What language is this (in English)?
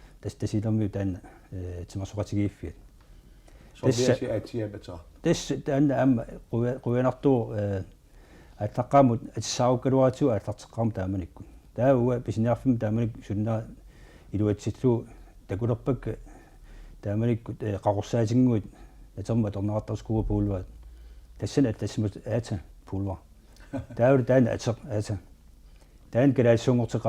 Kalaallisut